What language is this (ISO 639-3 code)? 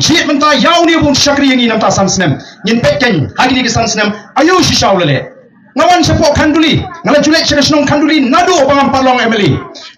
kha